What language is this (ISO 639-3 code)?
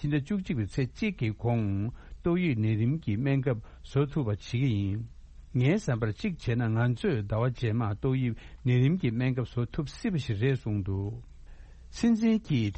bod